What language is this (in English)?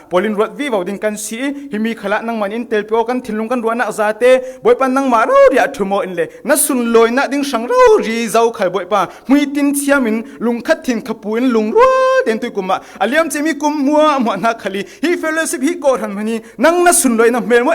Falam Chin